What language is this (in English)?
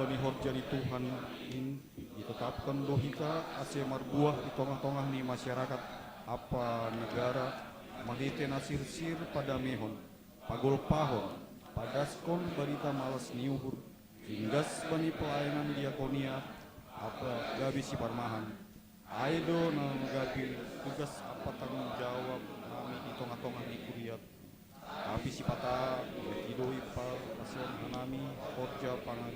Batak Simalungun